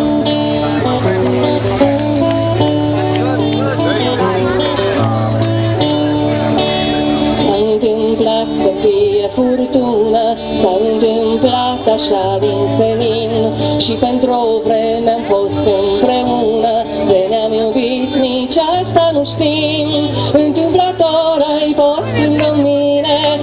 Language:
Romanian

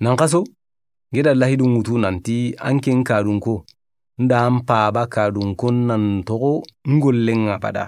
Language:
Soninke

